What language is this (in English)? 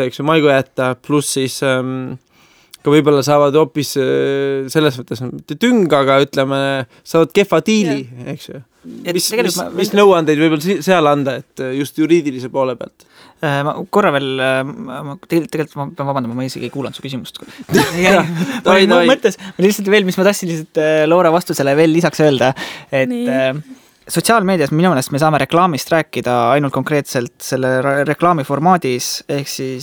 Estonian